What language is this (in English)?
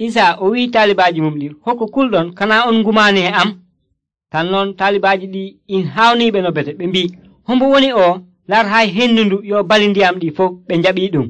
Nigerian Fulfulde